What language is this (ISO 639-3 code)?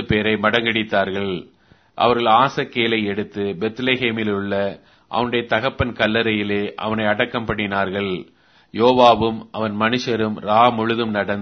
tam